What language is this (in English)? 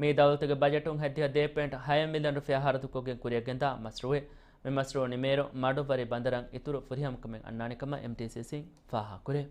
Divehi